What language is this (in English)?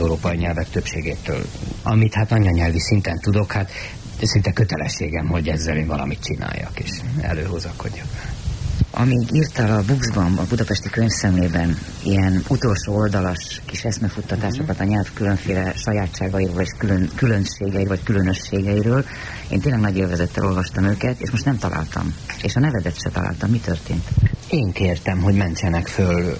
Hungarian